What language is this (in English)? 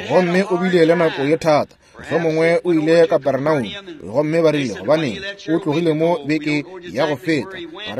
Northern Sotho